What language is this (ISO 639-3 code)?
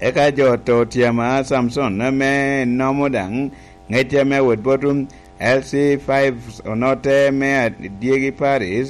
laj